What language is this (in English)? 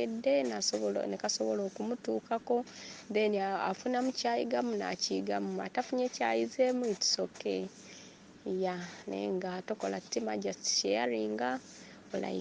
Ganda